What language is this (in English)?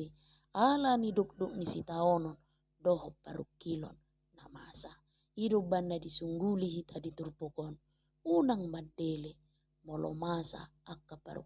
Batak Toba